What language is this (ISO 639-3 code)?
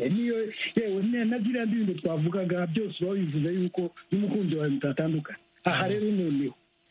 kin